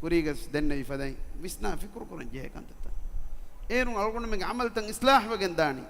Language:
Divehi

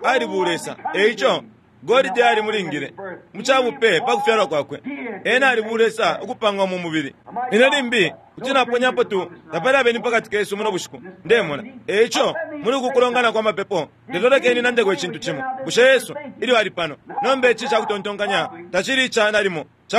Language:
Bemba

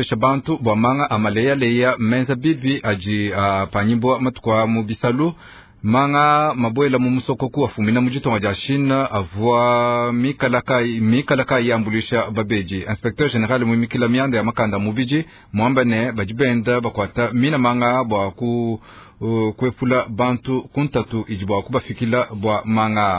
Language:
Luba-Lulua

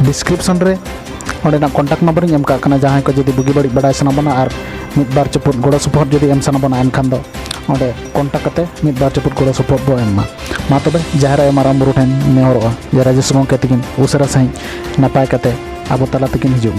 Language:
Santali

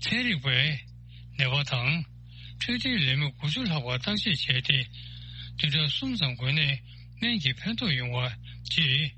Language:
Tibetan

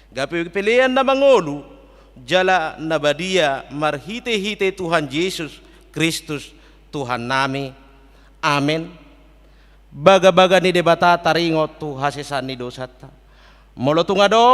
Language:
Batak Toba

